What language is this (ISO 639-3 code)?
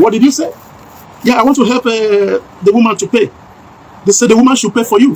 pcm